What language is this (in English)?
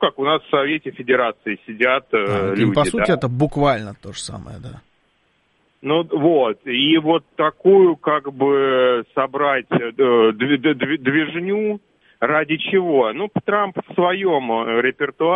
Russian